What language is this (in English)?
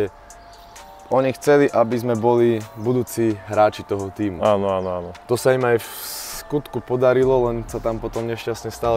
Slovak